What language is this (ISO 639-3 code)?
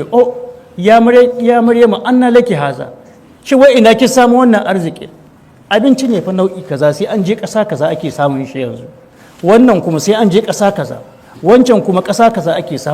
hau